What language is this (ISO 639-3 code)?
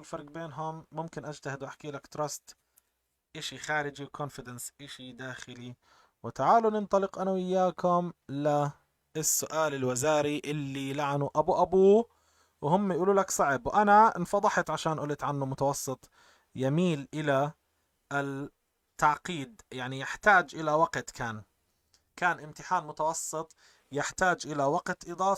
apc